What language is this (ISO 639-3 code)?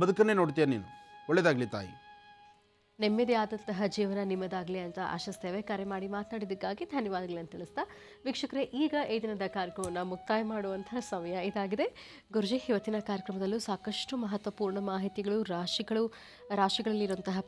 kan